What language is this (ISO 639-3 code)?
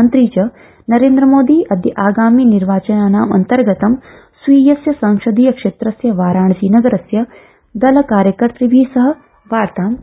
san